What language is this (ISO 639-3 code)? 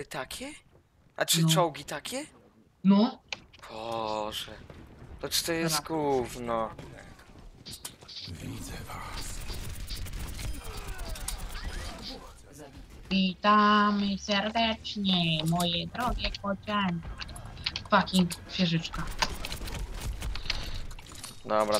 pol